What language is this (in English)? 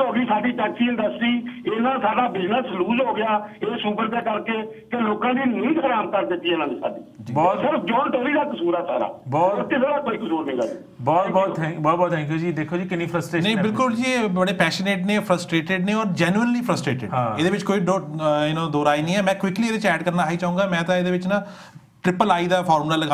Punjabi